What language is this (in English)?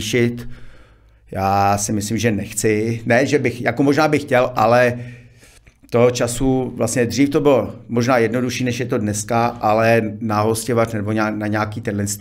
Czech